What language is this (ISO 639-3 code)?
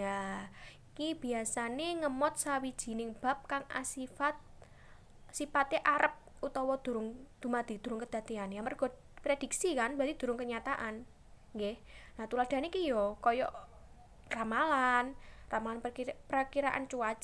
jav